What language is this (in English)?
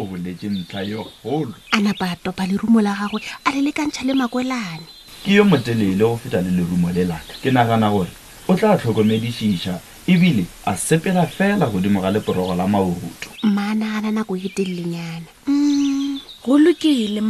Northern Sotho